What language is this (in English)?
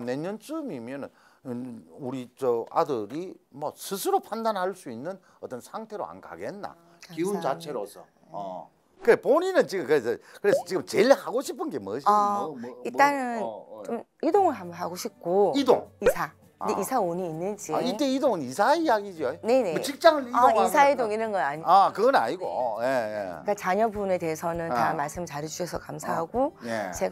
Korean